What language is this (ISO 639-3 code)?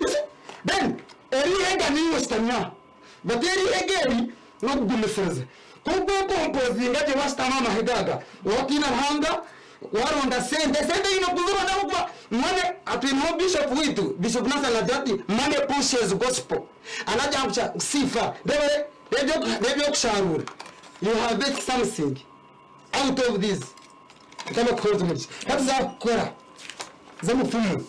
nyn